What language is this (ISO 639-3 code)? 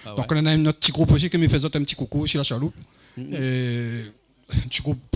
rcf